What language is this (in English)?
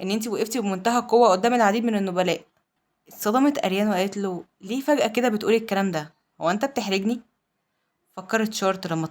Egyptian Arabic